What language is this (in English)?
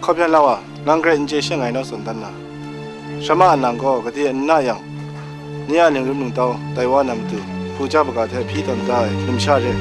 Kachin